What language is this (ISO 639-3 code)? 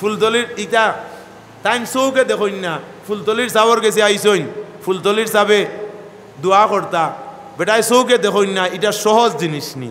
syl